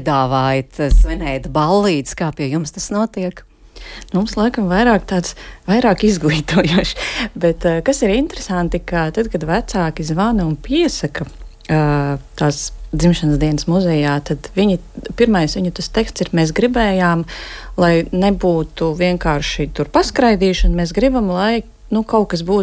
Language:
Latvian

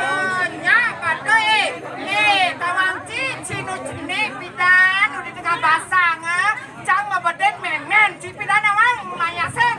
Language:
Balinese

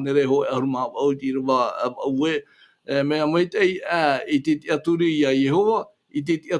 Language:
Tahitian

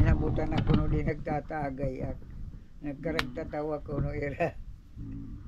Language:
Waray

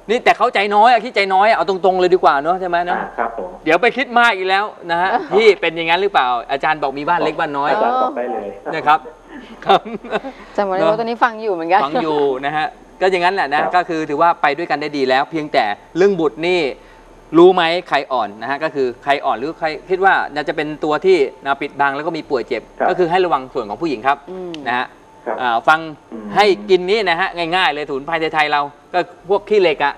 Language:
Thai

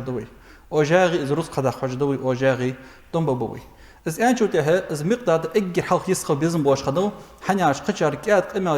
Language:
Ingush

